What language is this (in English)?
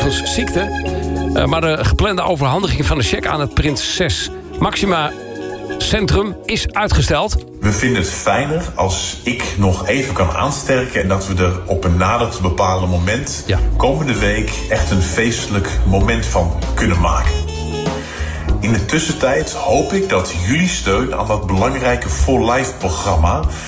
Dutch